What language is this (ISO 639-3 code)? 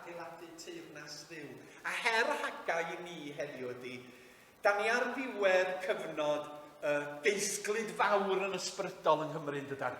cym